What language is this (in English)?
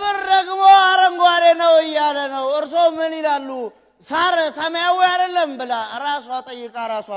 Amharic